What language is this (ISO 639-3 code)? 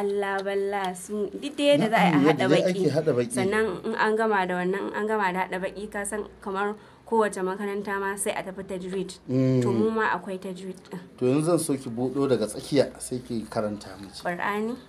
hau